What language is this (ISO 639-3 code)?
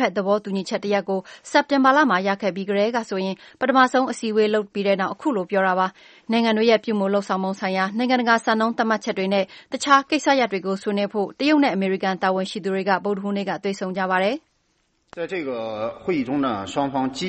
mya